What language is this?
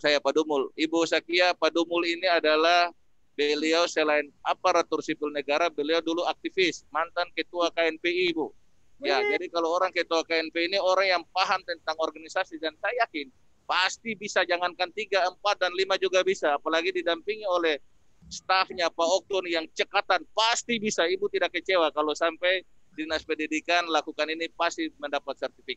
Indonesian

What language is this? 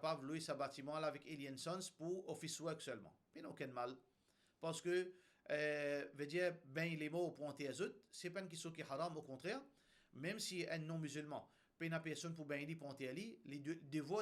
Morisyen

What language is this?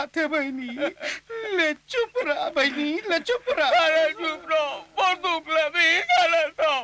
Chhattisgarhi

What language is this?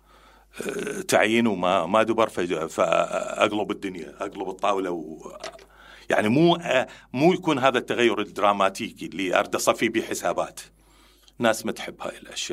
Mesopotamian Arabic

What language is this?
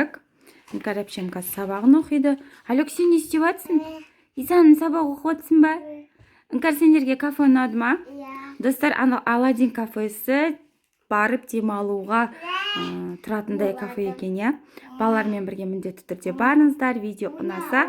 Kazakh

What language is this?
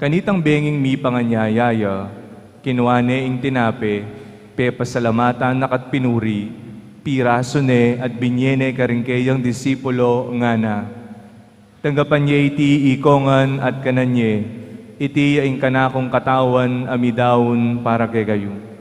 Pampanga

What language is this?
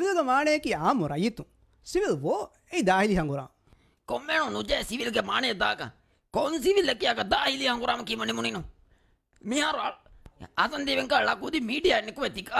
Divehi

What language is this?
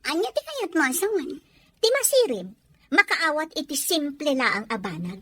Iloko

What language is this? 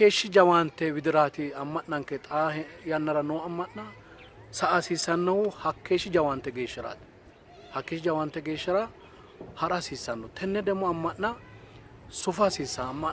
Sidamo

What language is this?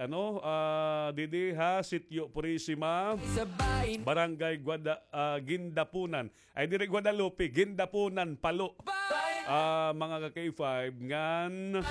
Waray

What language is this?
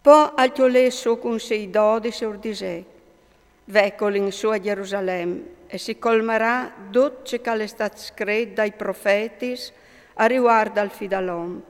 Friulian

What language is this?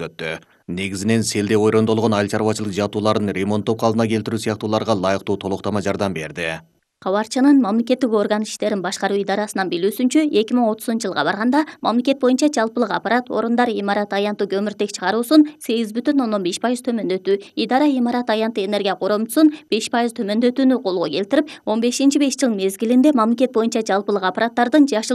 Kyrgyz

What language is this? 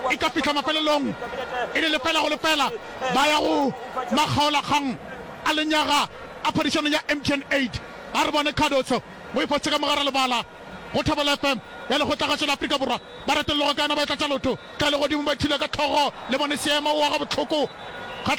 Northern Sotho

